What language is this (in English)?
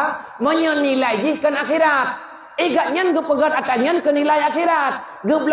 Achinese